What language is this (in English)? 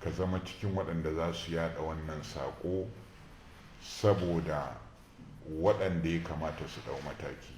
Hausa